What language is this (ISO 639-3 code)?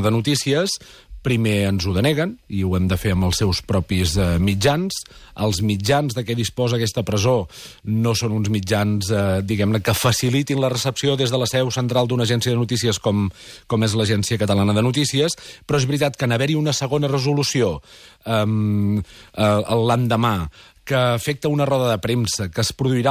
cat